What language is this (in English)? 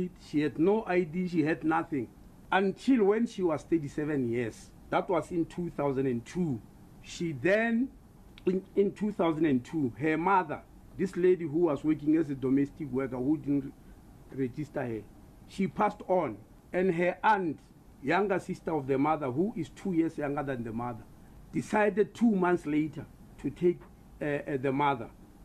English